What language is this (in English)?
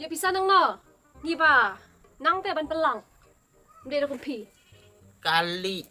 Khasi